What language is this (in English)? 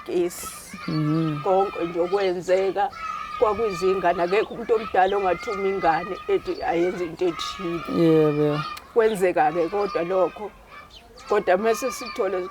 Zulu